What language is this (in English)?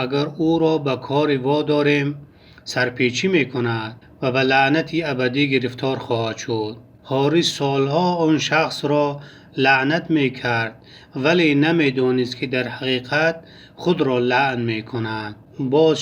Tajik